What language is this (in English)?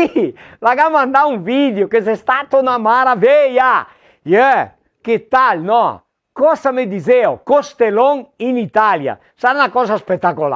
Venetian